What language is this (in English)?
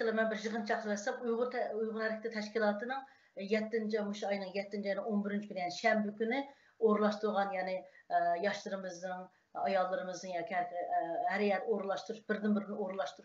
Uyghur